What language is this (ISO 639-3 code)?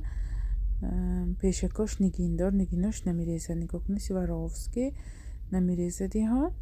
tgk